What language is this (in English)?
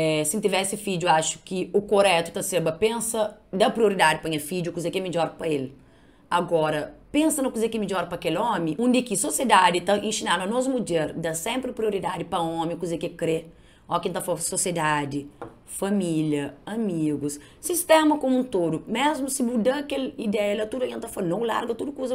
Kabuverdianu